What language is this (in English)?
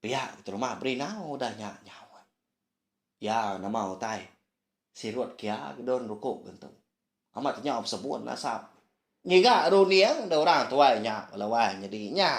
Iban